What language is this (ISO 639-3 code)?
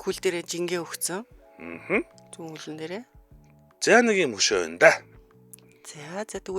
mon